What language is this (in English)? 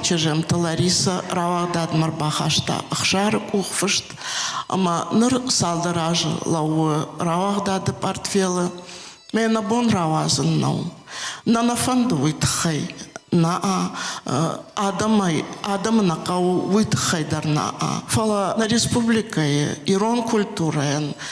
Ossetic